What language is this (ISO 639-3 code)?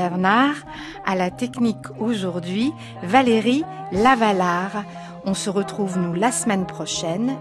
fra